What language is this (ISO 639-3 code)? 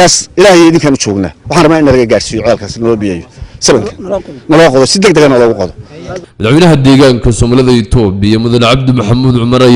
som